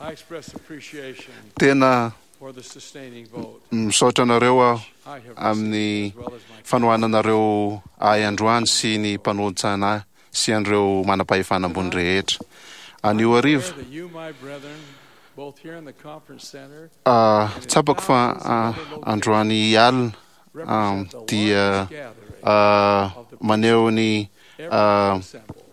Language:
Malagasy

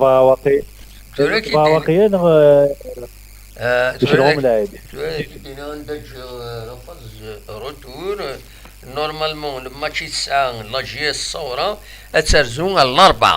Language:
Kabyle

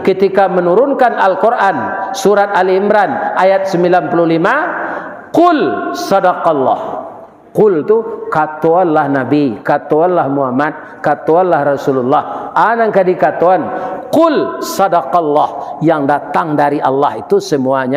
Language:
Minangkabau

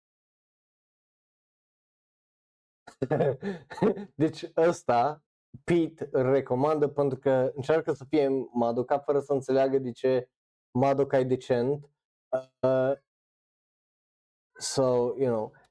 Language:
Romanian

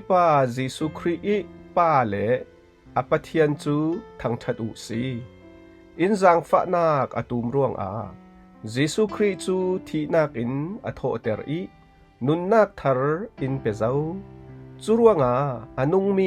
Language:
Falam Chin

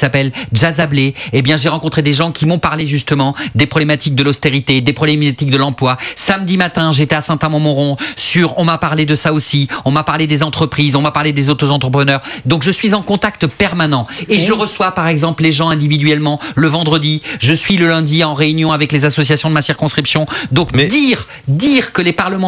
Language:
French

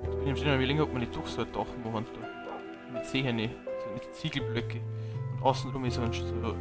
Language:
Bavarian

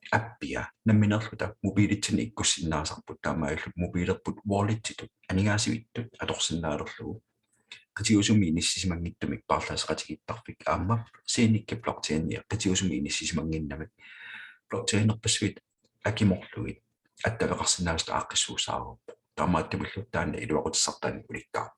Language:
Kalaallisut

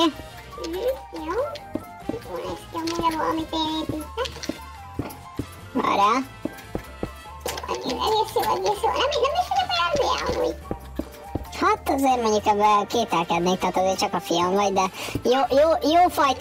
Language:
Hungarian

